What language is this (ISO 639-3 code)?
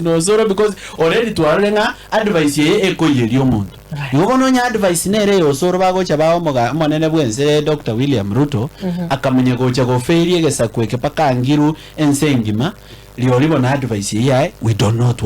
guz